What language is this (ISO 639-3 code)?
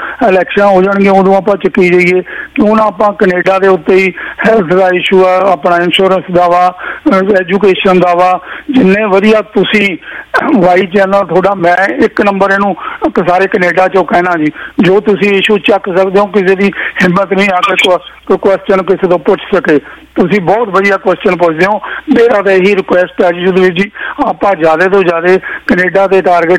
pan